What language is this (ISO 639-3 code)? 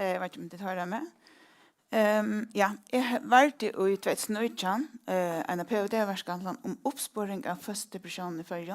fao